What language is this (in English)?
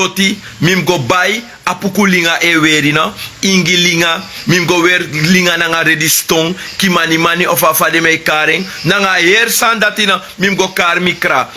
Sranan Tongo